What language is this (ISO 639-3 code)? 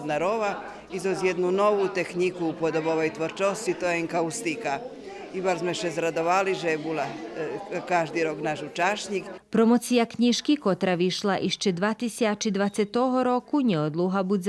rue